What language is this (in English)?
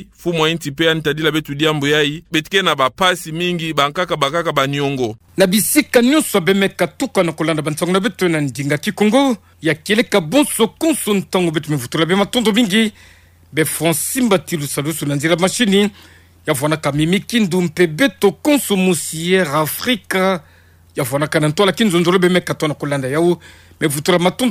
Kituba (Democratic Republic of Congo)